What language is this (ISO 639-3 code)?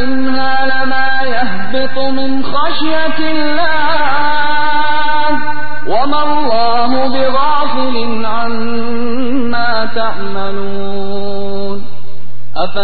ara